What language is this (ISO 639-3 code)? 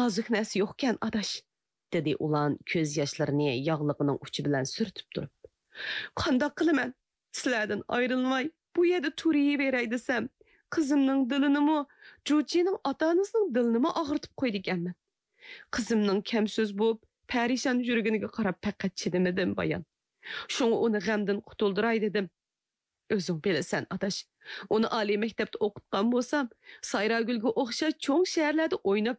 uig